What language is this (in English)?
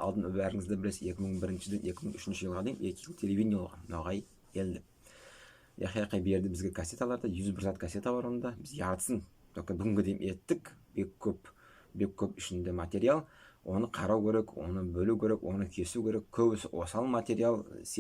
Nogai